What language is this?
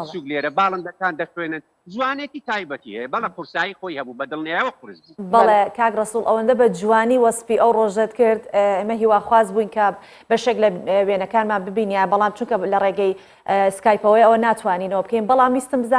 Central Kurdish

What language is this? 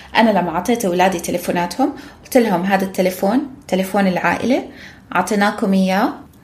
North Levantine Arabic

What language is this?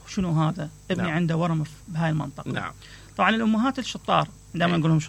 Mesopotamian Arabic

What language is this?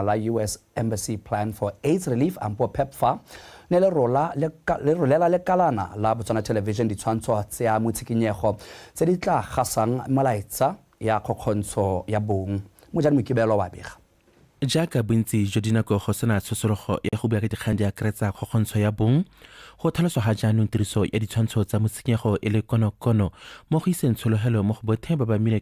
Tswana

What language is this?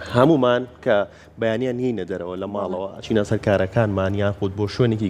Central Kurdish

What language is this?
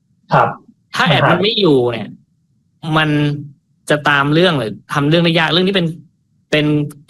Thai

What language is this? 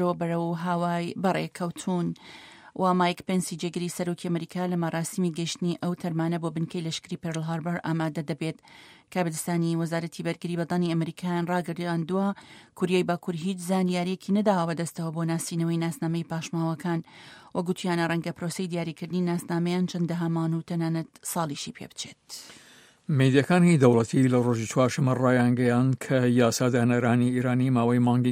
Central Kurdish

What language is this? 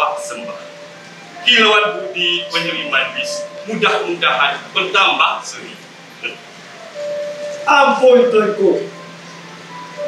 Malay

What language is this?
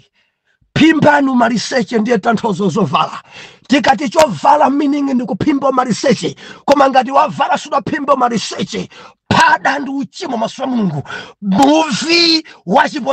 Nyanja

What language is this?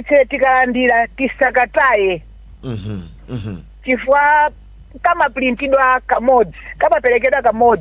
Nyanja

